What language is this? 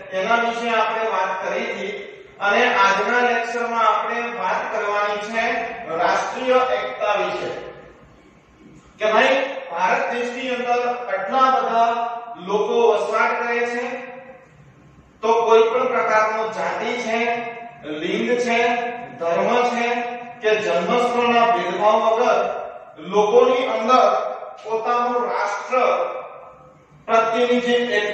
Gujarati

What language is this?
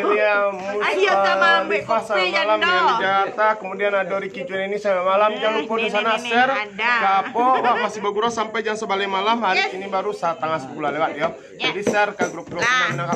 Minangkabau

